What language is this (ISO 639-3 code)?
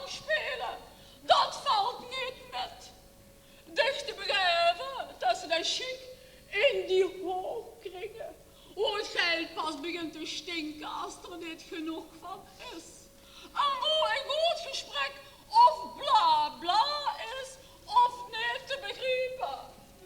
lim